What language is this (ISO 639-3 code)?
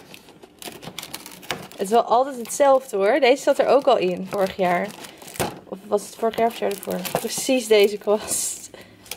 nld